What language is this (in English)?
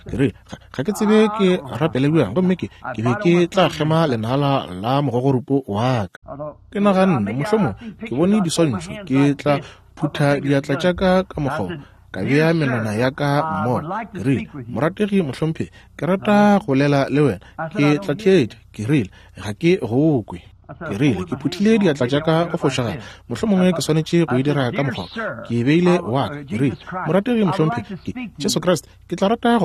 Northern Sotho